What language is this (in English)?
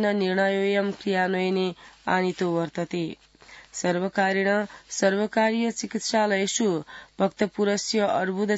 Sanskrit